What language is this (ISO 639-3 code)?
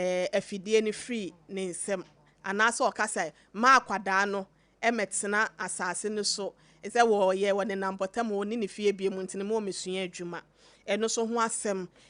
aka